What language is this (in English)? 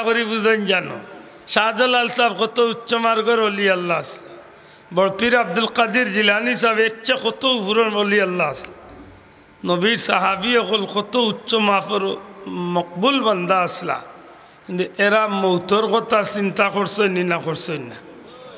Sylheti